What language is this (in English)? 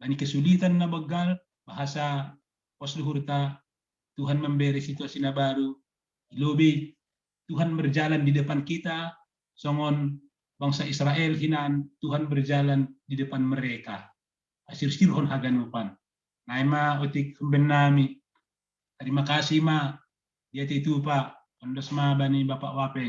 Batak Simalungun